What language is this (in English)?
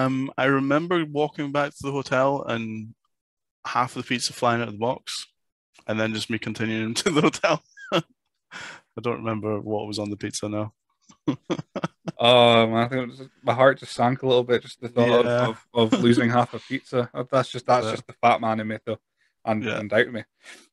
English